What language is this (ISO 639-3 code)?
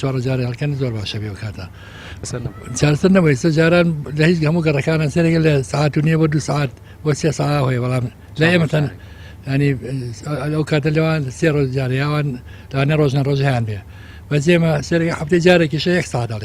ckb